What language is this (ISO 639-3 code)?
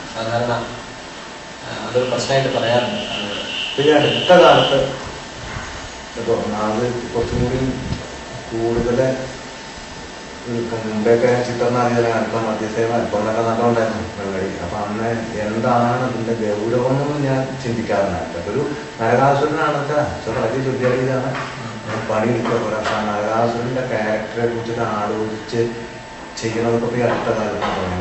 mal